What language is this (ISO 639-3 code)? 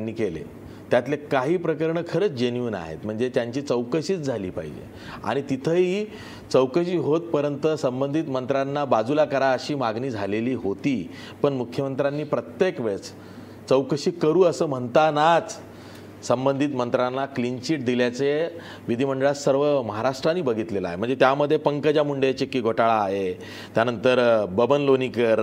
mar